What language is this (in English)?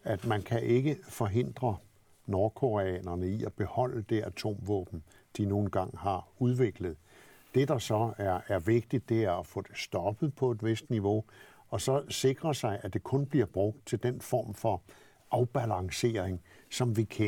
Danish